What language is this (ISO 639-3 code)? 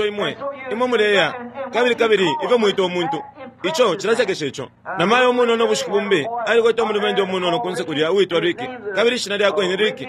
bem